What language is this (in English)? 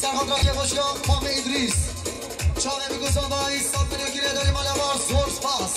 Kurdish